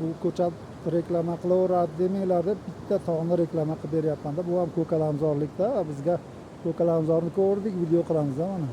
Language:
Uzbek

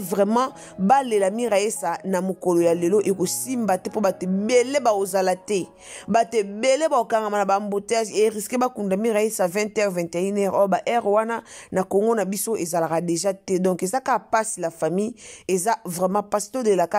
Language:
Lingala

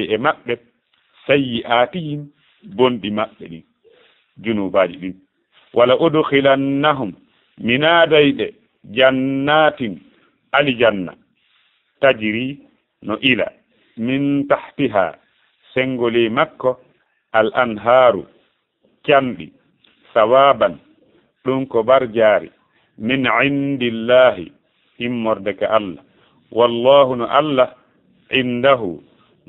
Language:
Fula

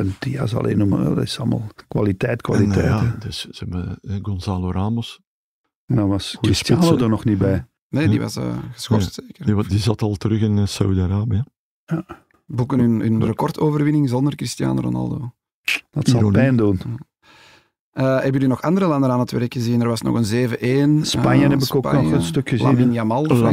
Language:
Dutch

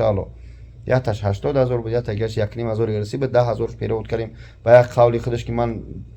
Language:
Tajik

